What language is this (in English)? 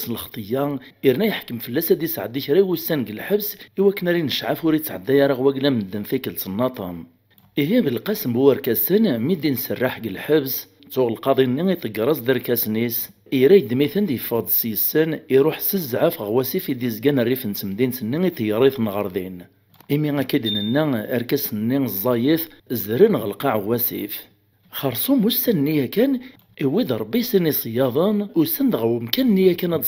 Kabyle